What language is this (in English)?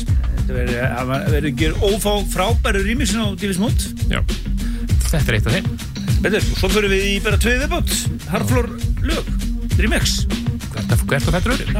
Icelandic